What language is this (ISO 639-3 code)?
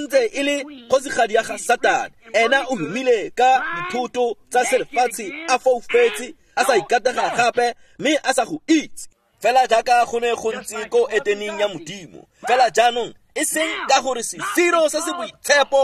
tsn